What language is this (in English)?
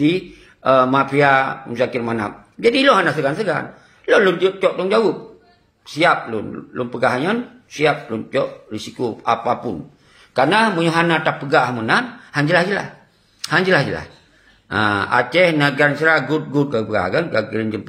Achinese